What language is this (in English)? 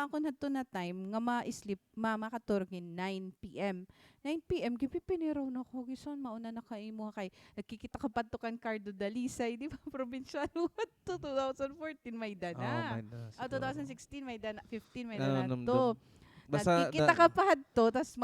Waray